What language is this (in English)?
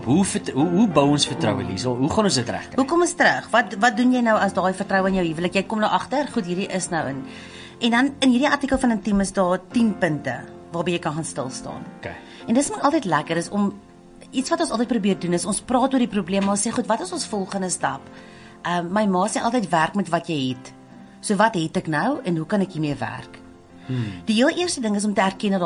Afrikaans